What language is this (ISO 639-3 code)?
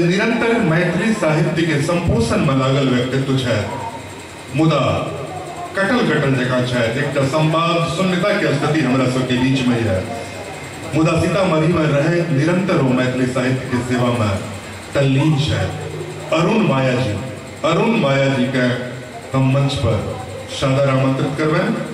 mai